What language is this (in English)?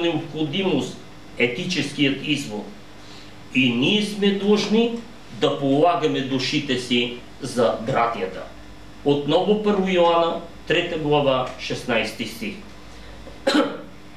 Bulgarian